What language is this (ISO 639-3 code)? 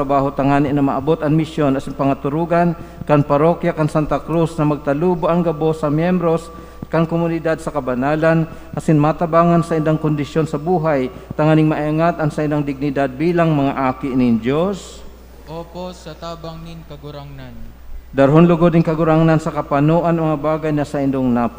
bik